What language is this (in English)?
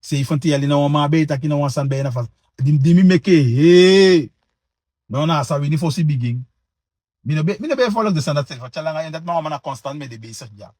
Sranan Tongo